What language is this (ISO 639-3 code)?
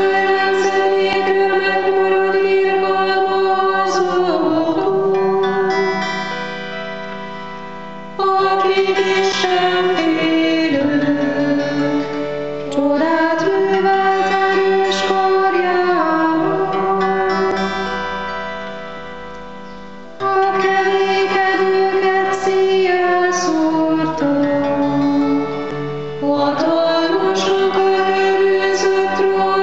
hun